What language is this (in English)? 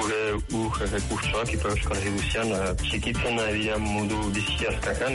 Basque